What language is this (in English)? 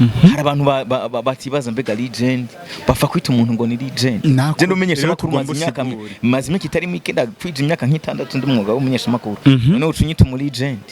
Rundi